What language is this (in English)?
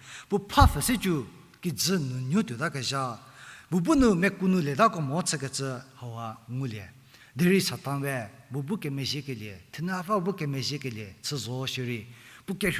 Angami Naga